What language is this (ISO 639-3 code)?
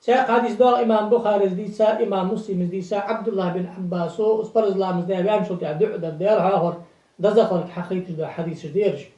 inh